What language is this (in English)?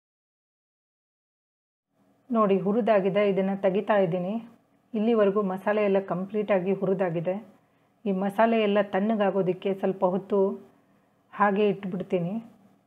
Kannada